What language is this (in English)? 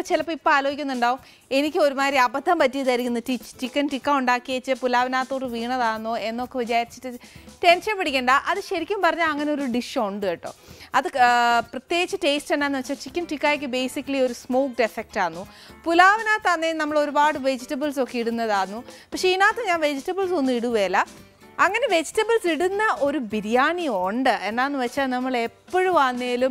Malayalam